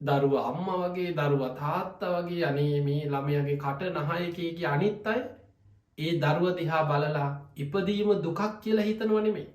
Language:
Sinhala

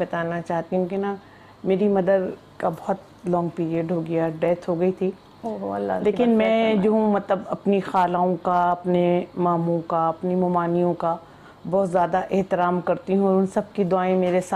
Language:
Urdu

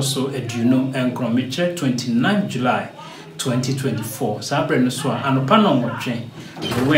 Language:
Akan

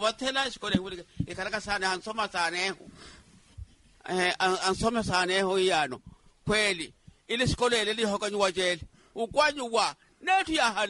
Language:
Swahili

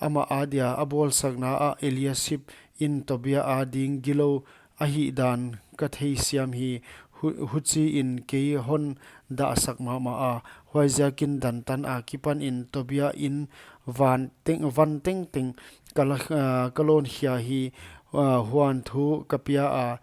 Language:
Paite Chin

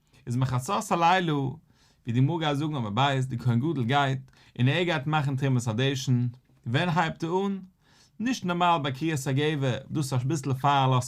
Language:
Yiddish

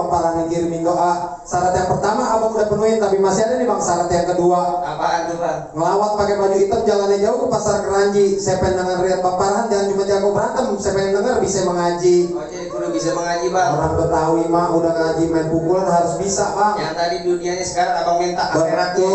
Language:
Betawi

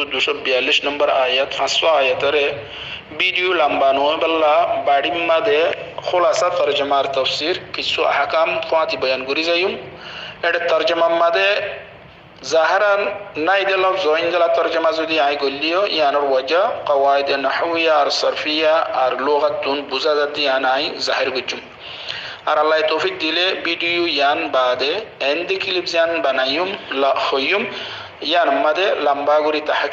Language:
Rohingya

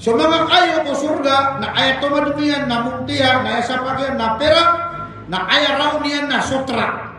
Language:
Maranao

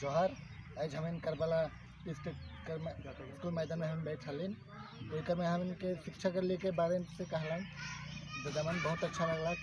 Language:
Sadri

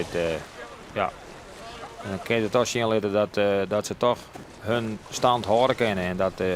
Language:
Western Frisian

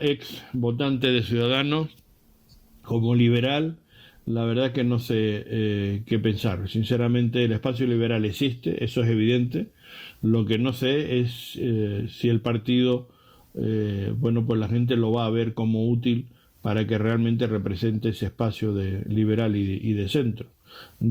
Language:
Spanish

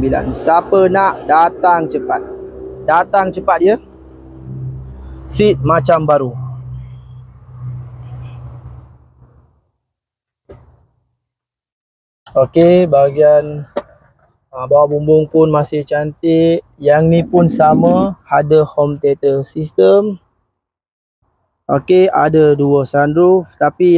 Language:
Malay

